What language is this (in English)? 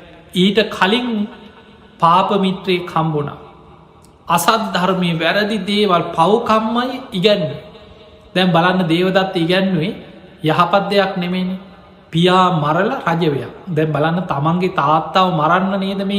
Sinhala